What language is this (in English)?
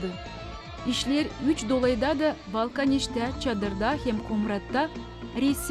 Gagauz